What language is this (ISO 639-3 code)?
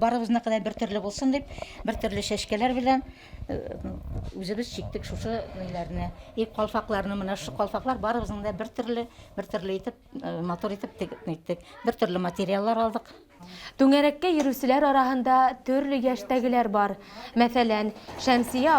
bak